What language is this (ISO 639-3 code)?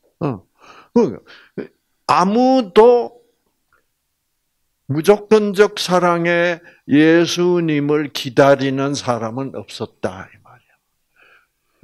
kor